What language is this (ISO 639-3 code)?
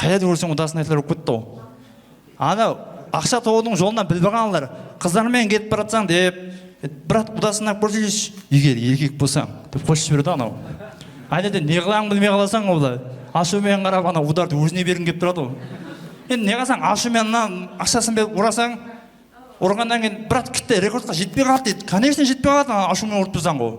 kaa